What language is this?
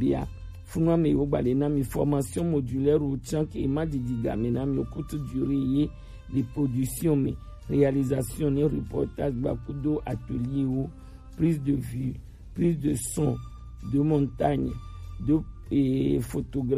Gen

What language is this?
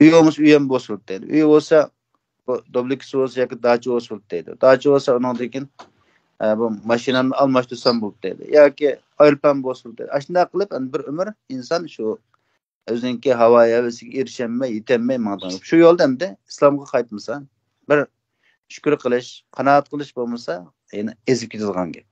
Uyghur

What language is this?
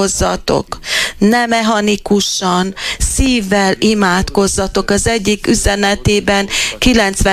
Hungarian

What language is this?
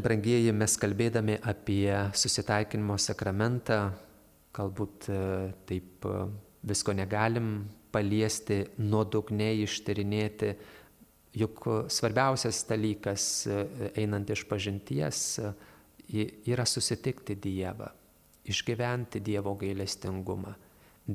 Lithuanian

